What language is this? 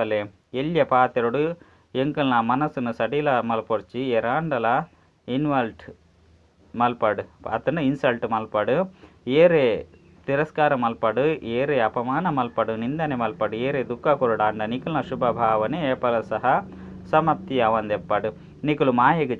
Tulu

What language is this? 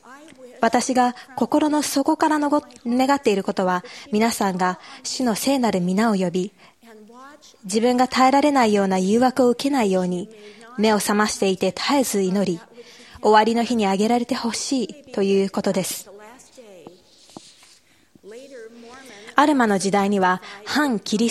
Japanese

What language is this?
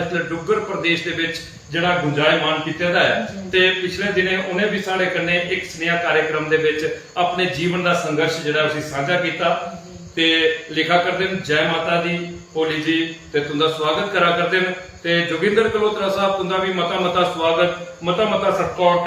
Dogri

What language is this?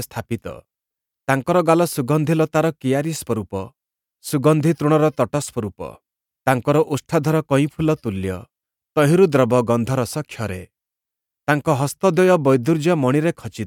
Odia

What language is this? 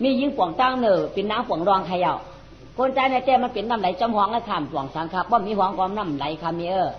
Shan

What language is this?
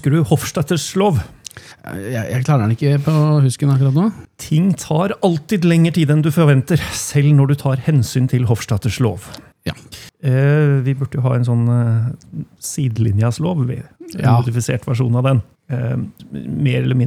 Norwegian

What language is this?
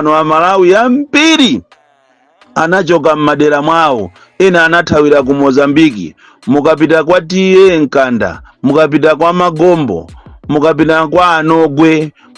Nyanja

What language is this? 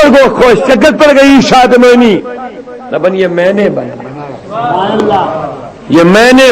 Kashmiri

